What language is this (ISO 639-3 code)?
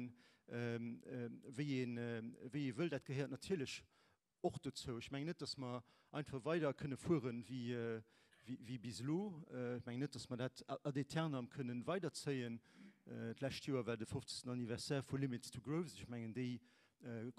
ltz